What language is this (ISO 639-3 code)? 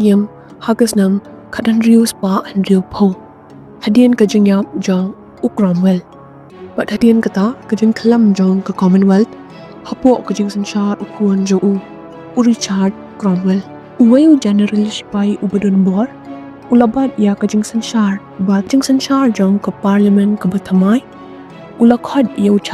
kha